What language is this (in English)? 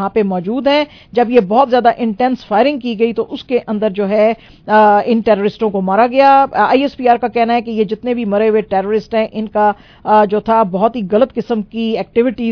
Urdu